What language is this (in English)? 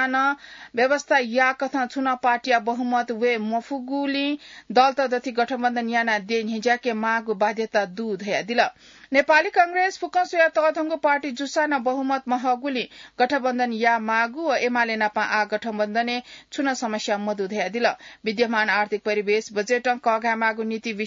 Newari